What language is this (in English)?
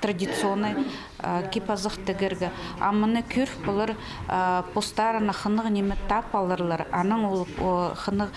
Khakas